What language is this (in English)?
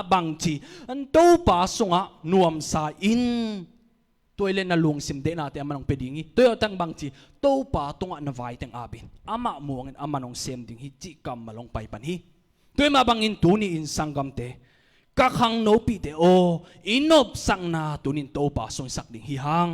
Tedim Chin